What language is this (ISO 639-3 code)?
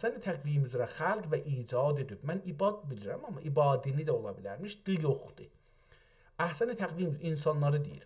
azb